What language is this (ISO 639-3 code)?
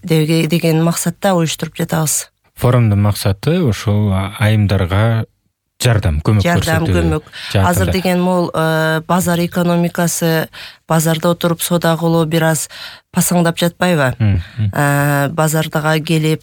kir